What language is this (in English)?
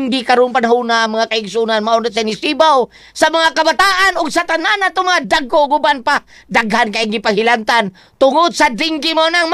Cebuano